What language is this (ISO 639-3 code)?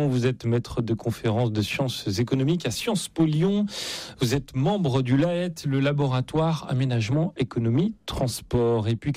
fra